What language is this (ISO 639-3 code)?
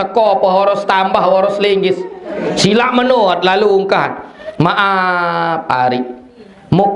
sas